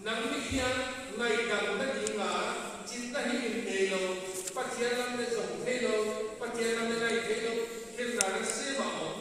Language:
Paite Chin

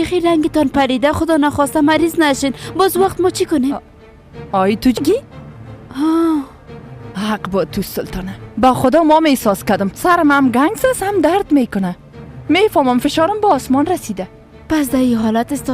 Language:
Persian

